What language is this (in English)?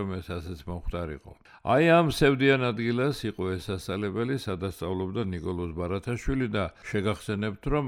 Georgian